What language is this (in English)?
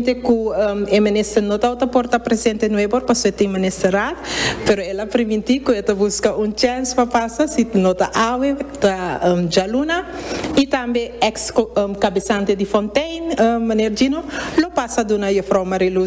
Papiamento